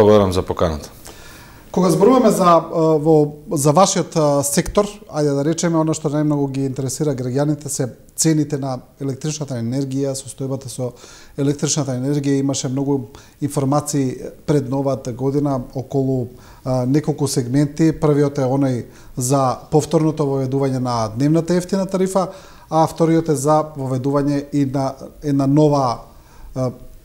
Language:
Macedonian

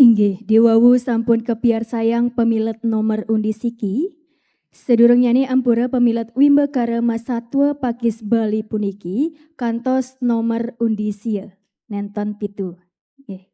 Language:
Balinese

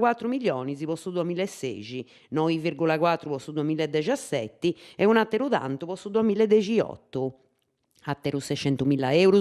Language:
Sardinian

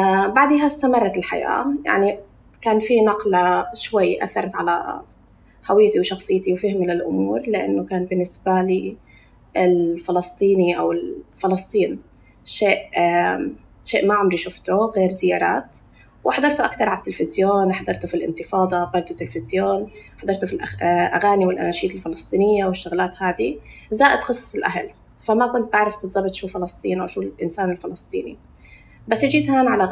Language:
North Levantine Arabic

